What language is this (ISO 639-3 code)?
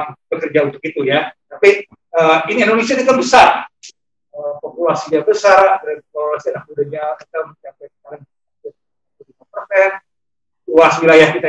ind